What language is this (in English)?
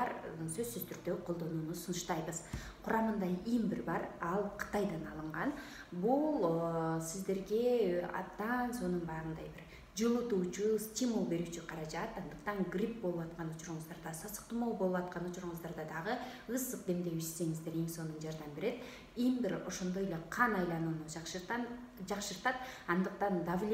Kyrgyz